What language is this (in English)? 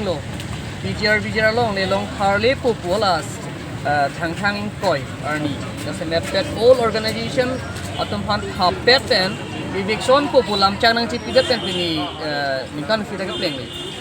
Karbi